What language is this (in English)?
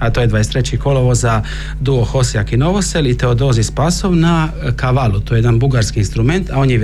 Croatian